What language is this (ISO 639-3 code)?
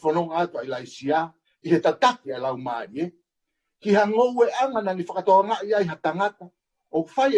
ton